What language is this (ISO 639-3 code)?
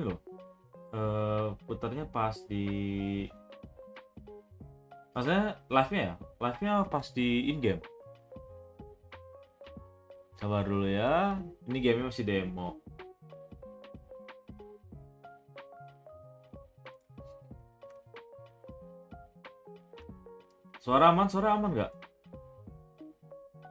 ind